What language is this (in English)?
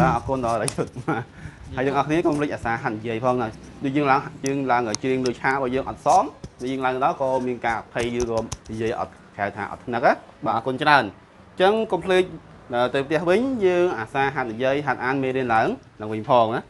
Khmer